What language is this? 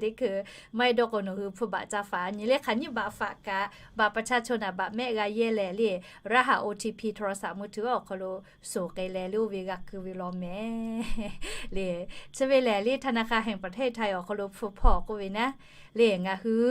Lahu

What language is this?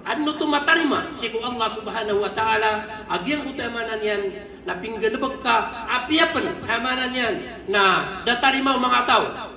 Maranao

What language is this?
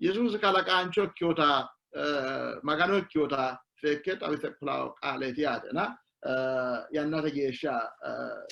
Sidamo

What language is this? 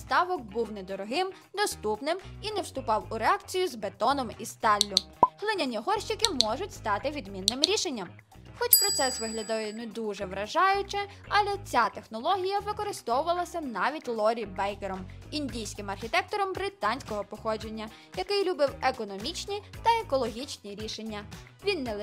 Ukrainian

